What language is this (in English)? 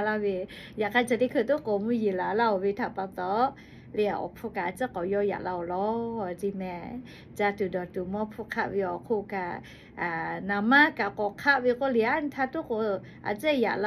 Lahu